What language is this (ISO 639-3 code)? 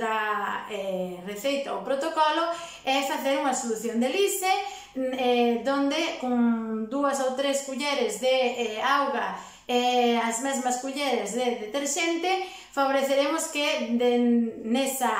glg